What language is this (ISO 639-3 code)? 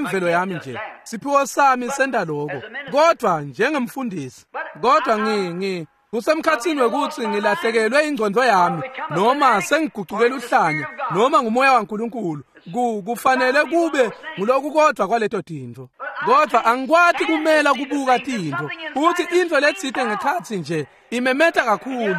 ssw